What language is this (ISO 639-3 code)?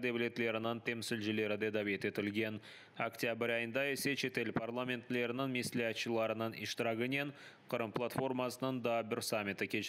crh